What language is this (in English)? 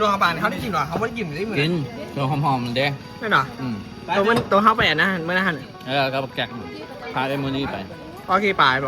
Northeastern Thai